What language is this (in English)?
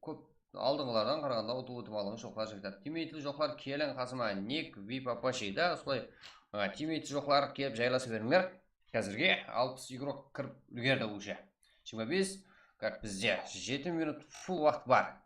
Kara-Kalpak